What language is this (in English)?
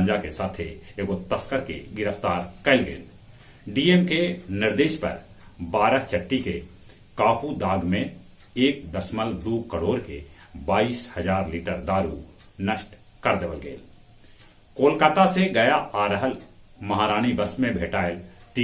Magahi